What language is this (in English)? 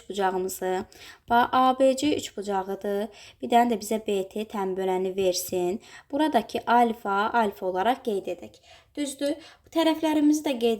Azerbaijani